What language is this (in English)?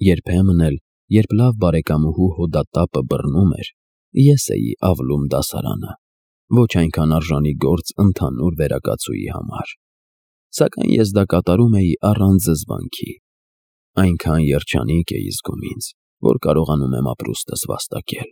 Armenian